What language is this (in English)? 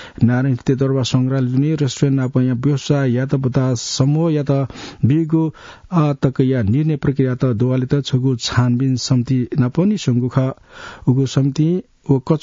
Newari